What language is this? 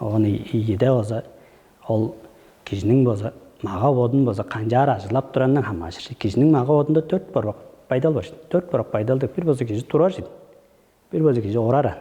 Tuvinian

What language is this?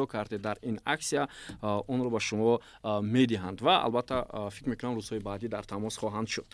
Tajik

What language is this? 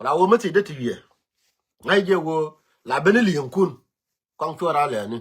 Nuer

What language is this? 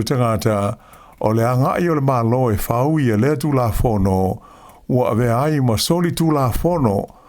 Samoan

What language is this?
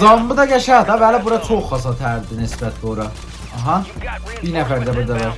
South Azerbaijani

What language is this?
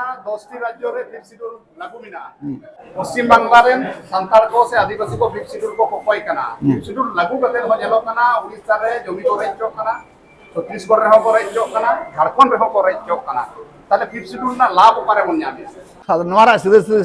Santali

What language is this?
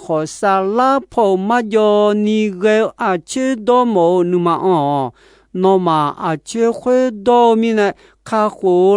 Akha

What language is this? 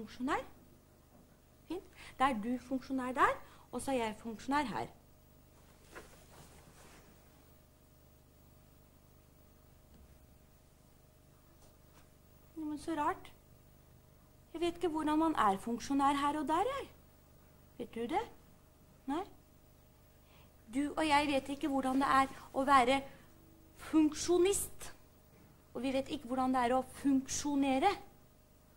Norwegian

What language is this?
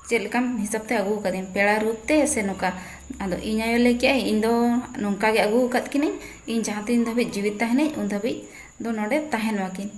Santali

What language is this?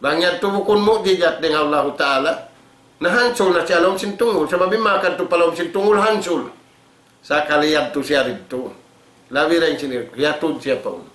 Tausug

